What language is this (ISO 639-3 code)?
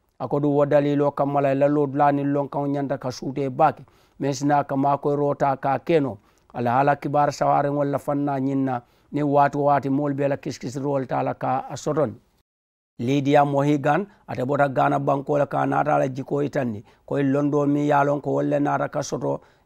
man